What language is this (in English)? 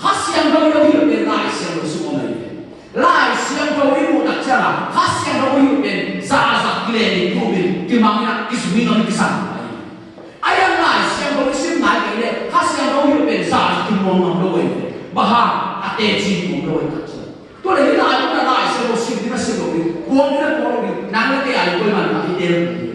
Tedim Chin